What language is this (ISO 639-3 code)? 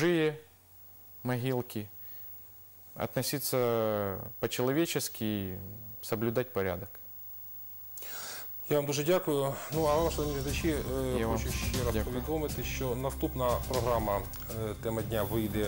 ukr